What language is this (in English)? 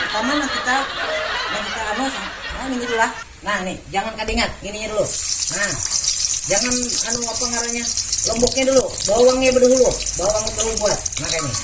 Banjar